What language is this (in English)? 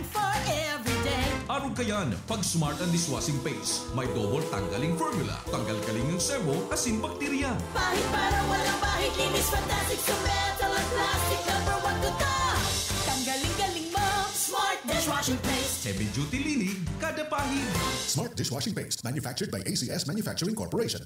Bikol